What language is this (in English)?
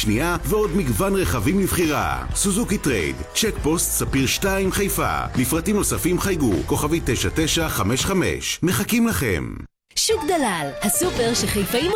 Hebrew